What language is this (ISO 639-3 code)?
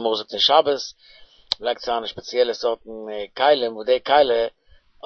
yid